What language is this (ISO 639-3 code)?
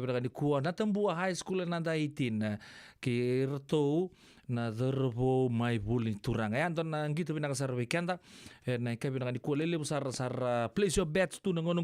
fij